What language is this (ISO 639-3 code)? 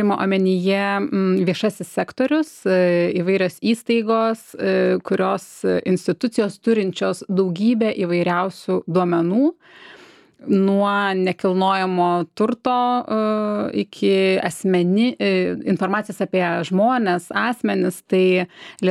lit